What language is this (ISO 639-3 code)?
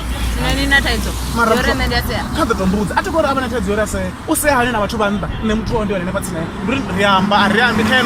ven